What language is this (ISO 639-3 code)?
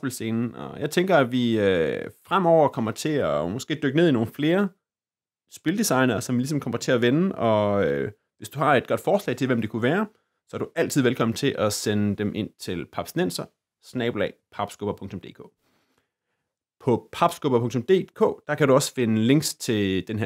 dan